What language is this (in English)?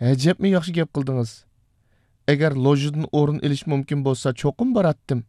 Uyghur